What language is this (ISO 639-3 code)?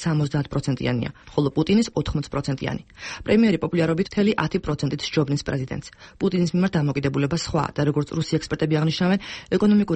kat